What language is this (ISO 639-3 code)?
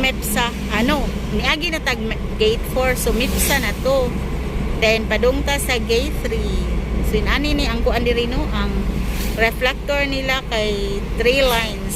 ceb